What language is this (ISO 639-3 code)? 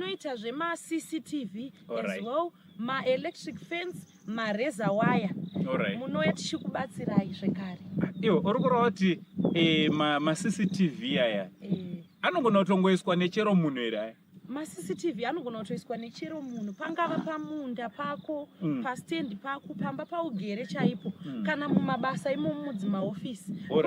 sna